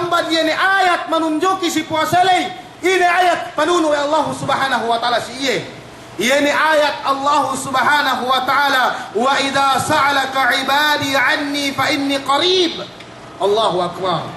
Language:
Yakan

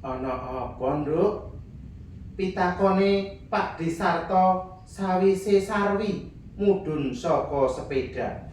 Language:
Javanese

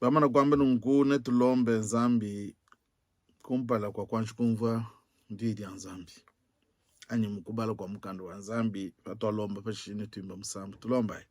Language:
Luba-Lulua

